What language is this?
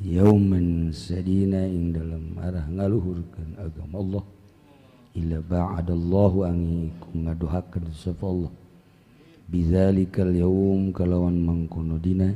Sundanese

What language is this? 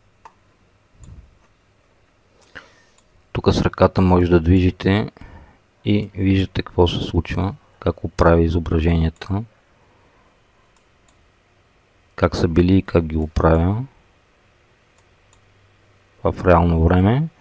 Bulgarian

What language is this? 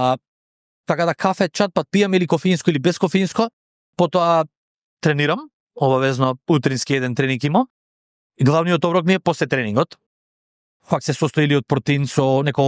Macedonian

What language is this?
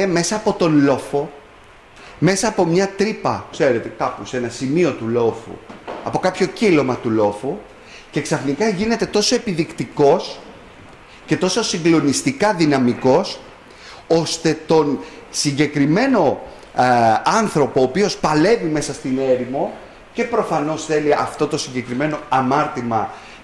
Greek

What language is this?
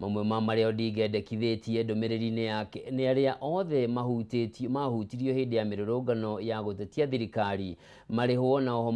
Kikuyu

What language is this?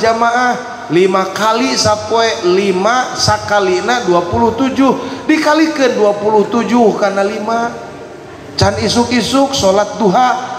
Sundanese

